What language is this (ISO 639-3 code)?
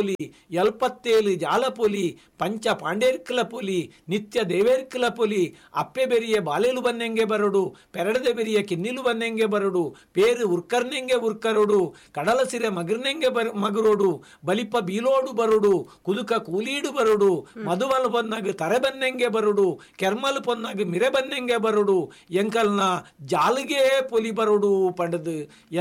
tcy